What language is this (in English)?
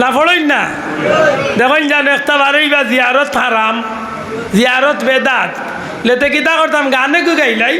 Sylheti